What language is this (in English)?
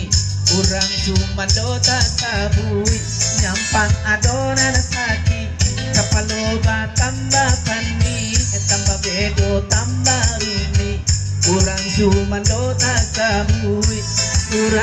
Minangkabau